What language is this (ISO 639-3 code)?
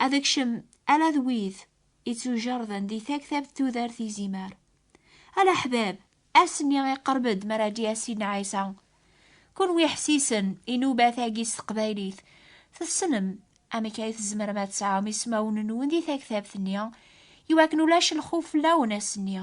kab